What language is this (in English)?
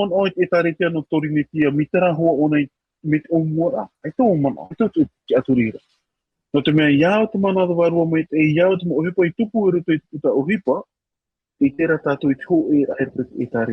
Tahitian